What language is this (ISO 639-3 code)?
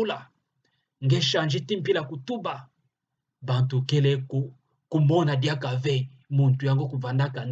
ktu